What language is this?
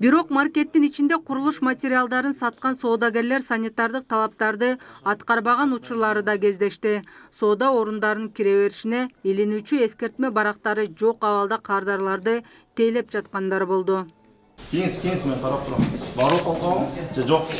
Kyrgyz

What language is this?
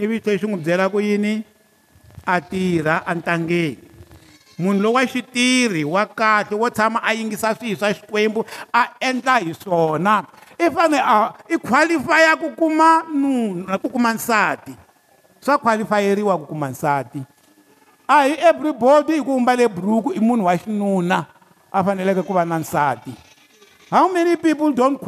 Tsonga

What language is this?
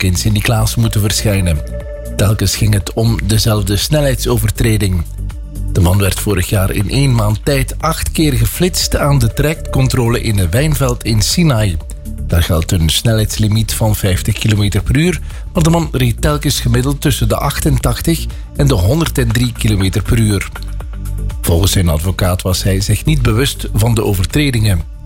Dutch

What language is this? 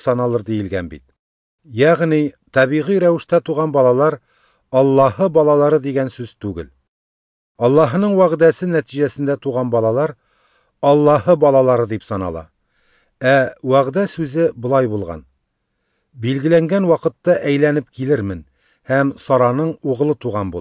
Tatar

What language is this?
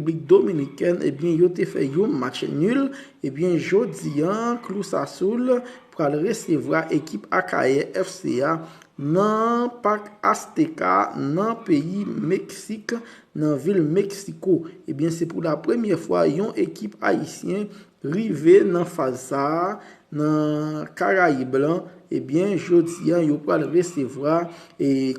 Haitian Creole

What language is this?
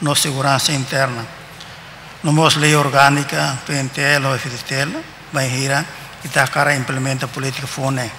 Tetum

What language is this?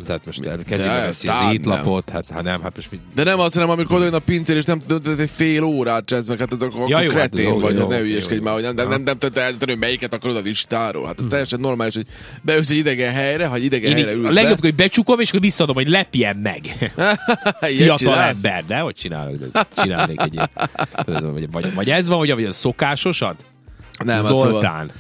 Hungarian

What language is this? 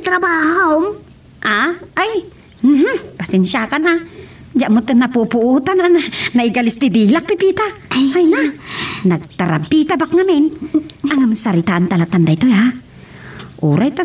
Iloko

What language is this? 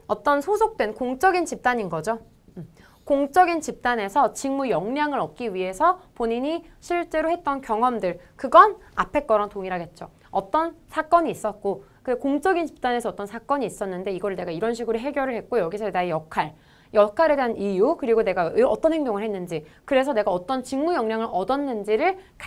Korean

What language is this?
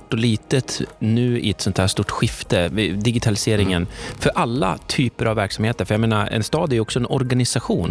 Swedish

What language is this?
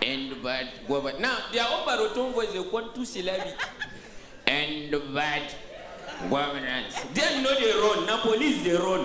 Nigerian Pidgin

